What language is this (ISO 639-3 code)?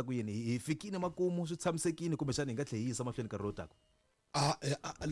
tso